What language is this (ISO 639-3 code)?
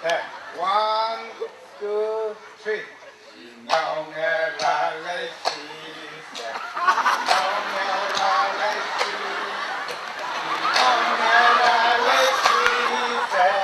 nmf